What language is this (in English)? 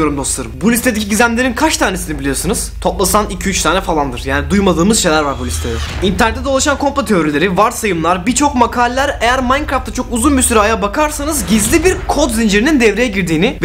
Turkish